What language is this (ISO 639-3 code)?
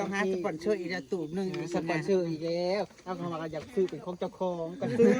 tts